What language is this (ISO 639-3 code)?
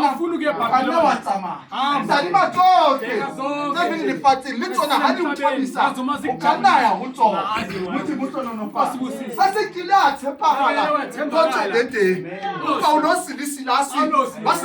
sot